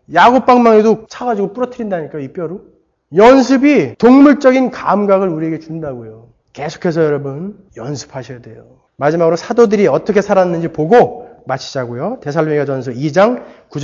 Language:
Korean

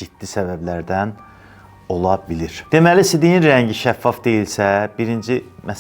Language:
Azerbaijani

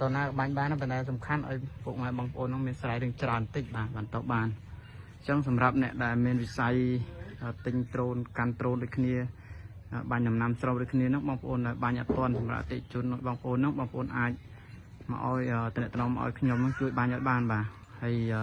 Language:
Khmer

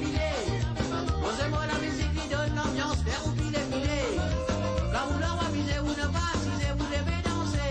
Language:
Morisyen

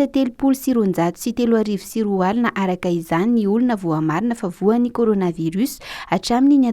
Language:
Malagasy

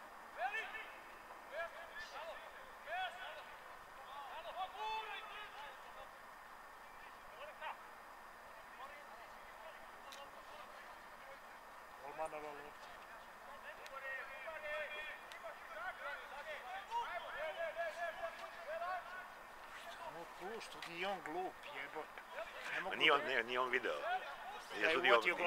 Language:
Serbian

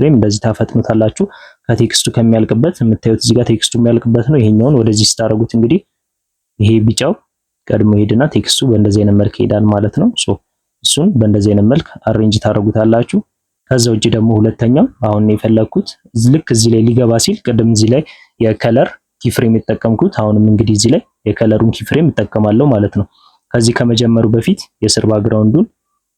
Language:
Amharic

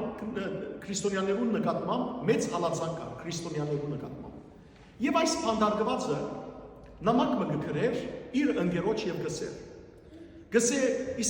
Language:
Western Armenian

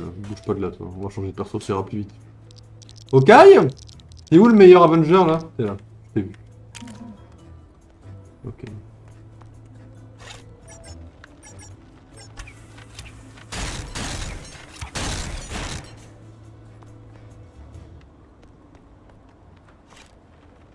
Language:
French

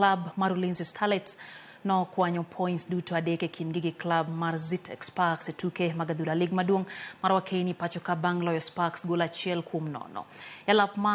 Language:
Luo (Kenya and Tanzania)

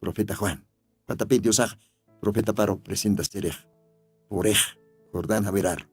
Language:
Aymara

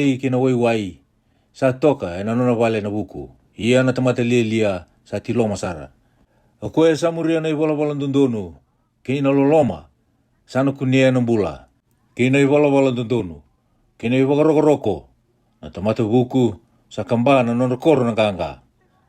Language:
Fijian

